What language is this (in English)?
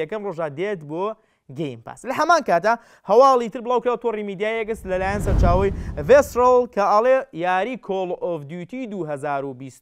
Central Kurdish